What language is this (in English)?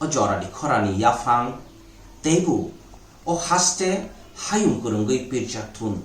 Kok Borok